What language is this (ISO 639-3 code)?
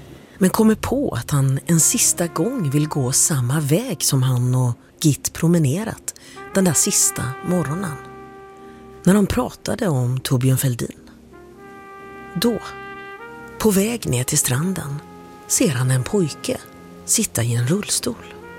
swe